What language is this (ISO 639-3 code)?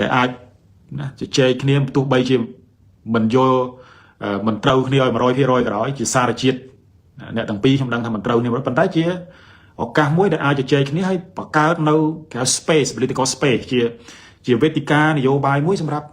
khm